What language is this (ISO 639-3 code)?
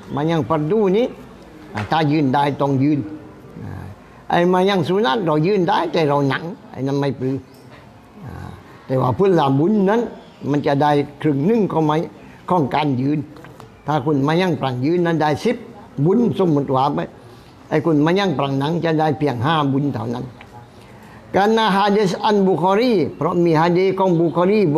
tha